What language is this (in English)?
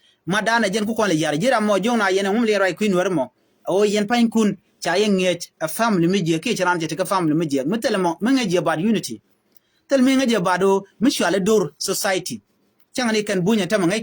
Nuer